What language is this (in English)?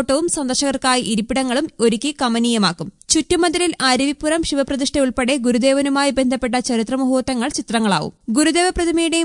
Malayalam